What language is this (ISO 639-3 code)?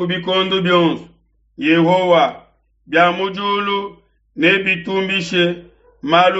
lua